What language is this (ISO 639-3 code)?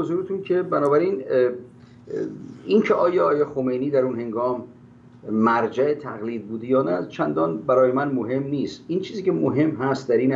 fas